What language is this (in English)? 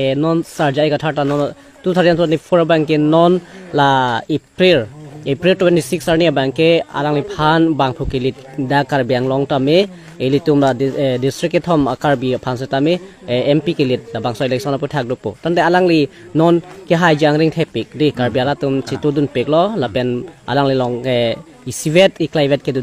Karbi